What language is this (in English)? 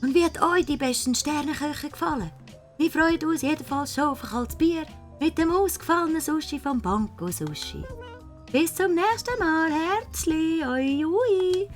Swiss German